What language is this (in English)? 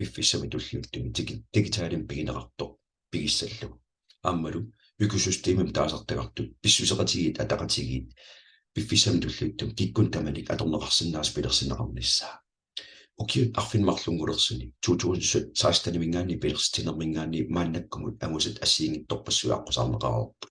Kalaallisut